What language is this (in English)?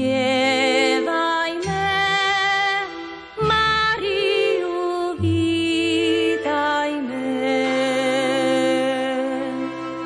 Slovak